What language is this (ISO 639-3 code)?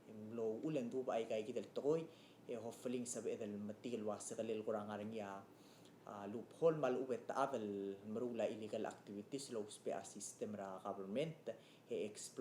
pau